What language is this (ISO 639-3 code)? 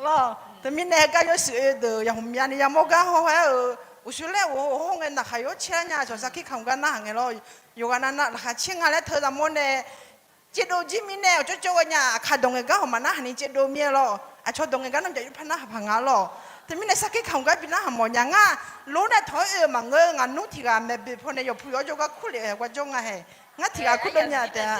ahk